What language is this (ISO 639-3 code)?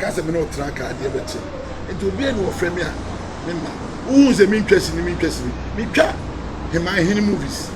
aka